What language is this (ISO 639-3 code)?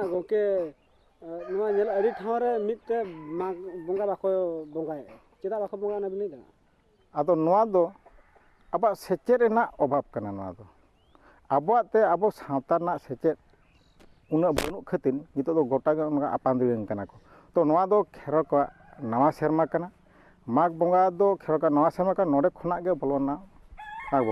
sat